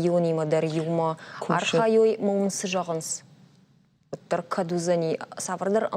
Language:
Ossetic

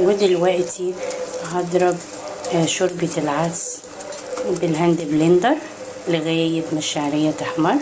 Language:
Egyptian Arabic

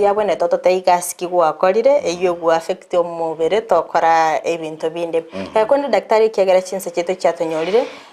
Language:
Gusii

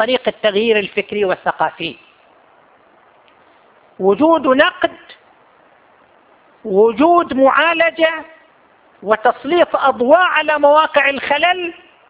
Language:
Arabic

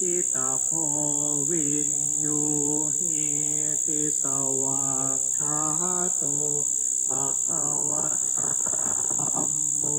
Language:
Pali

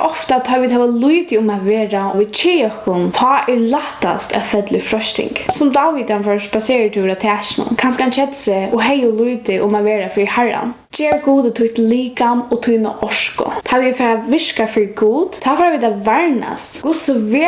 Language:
Faroese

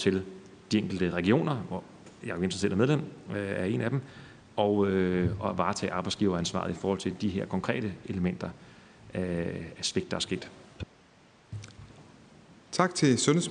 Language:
Danish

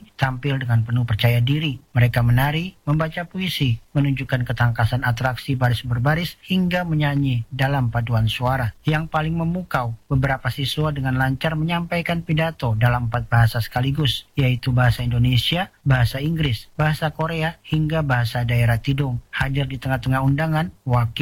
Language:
Indonesian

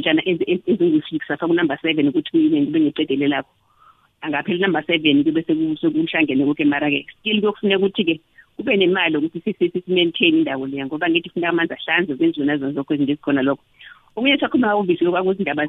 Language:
South Ndebele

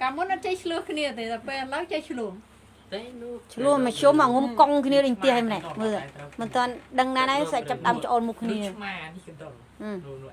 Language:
Khmer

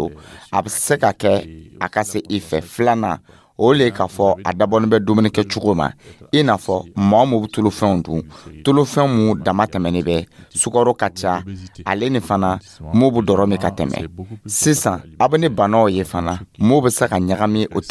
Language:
Dyula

